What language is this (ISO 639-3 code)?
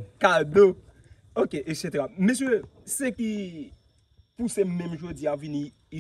hat